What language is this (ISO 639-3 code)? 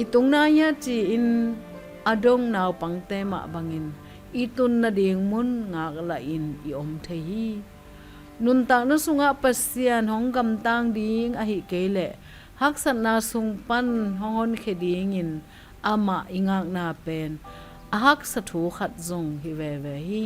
ctd